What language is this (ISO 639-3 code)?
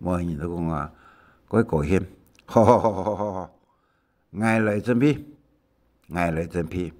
hak